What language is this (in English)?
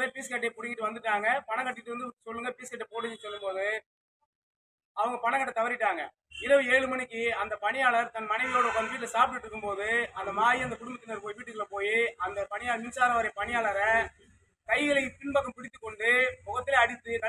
Tamil